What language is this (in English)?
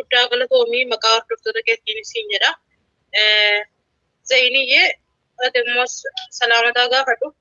Oromo